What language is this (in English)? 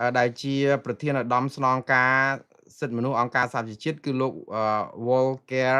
Khmer